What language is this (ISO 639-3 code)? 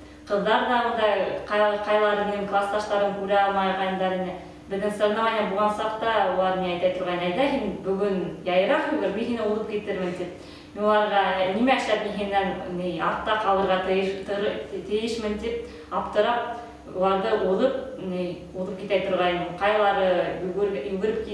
bak